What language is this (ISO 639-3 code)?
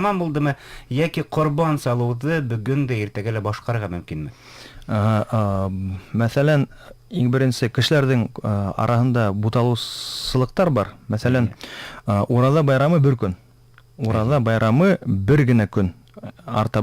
bak